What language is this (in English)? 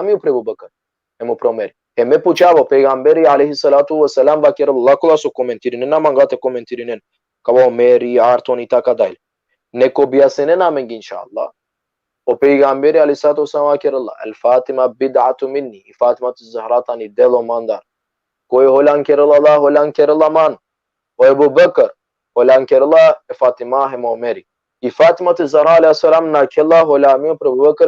Balkan Romani